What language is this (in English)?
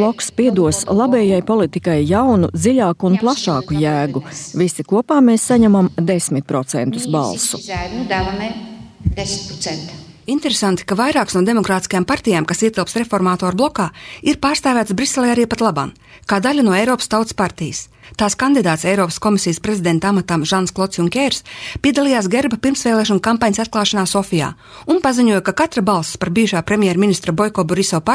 Latvian